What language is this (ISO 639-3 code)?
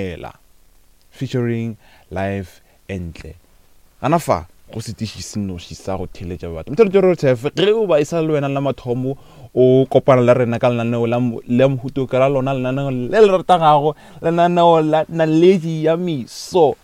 nso